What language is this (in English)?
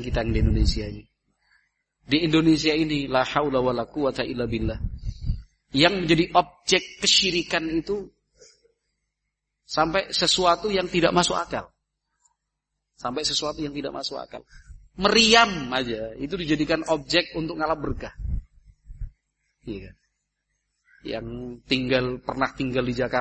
Indonesian